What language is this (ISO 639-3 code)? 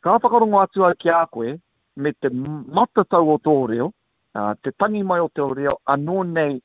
mri